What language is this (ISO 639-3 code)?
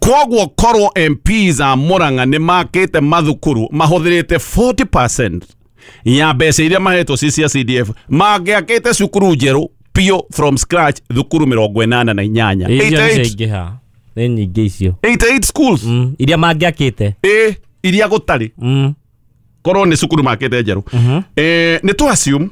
kik